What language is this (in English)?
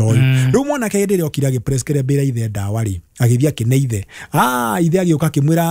Kikuyu